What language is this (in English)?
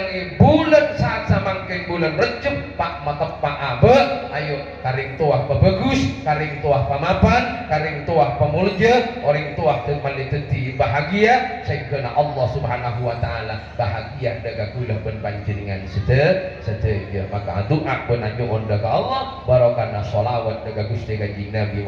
Madurese